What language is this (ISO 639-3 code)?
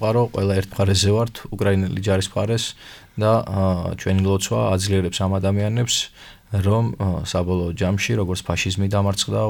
kat